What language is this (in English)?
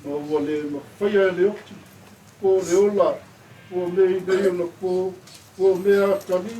Samoan